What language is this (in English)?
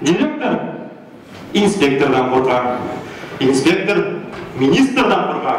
Bashkir